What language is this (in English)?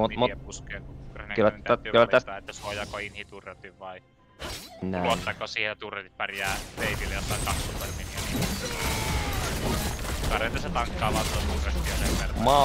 Finnish